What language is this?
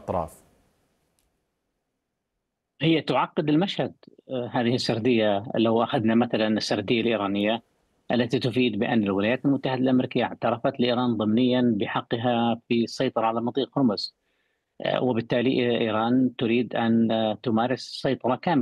Arabic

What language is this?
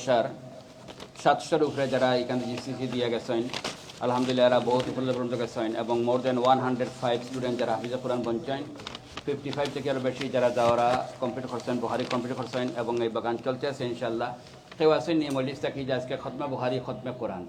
Sylheti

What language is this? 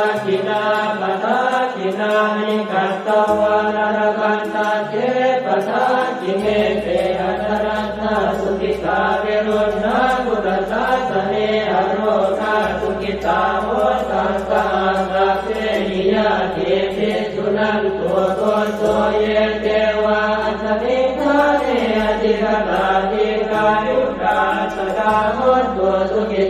Pali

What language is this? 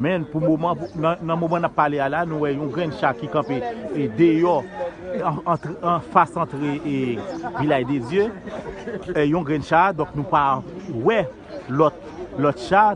Haitian Creole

